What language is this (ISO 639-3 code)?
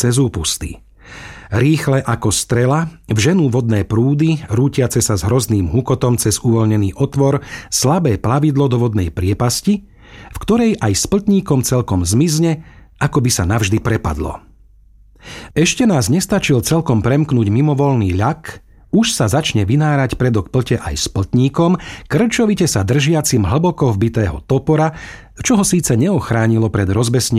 slk